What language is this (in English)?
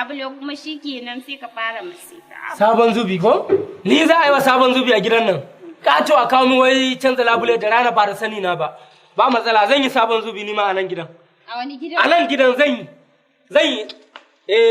Hausa